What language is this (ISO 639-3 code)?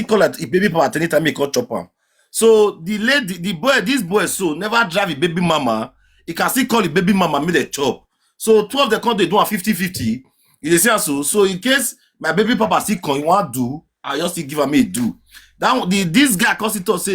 pcm